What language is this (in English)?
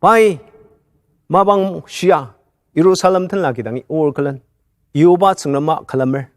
Ao Naga